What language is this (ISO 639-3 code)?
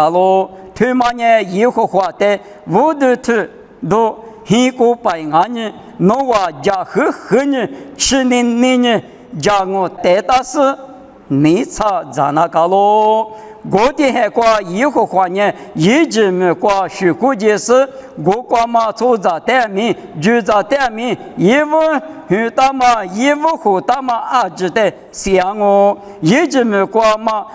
lis